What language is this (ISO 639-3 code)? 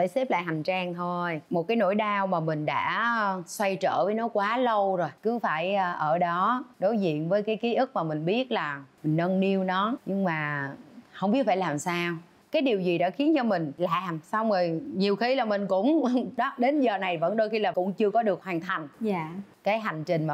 vie